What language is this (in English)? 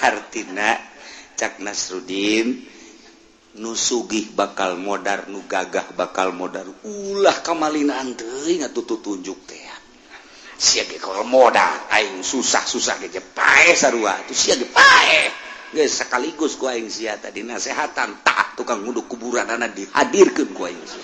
Sundanese